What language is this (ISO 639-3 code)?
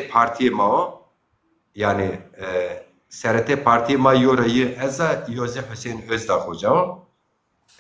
zza